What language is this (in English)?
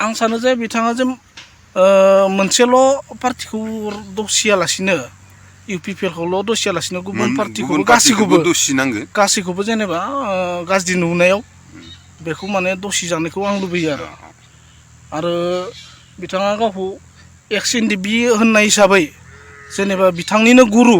Bodo